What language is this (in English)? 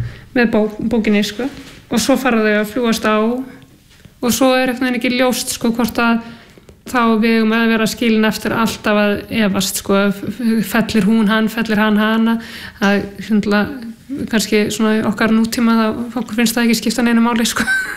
Icelandic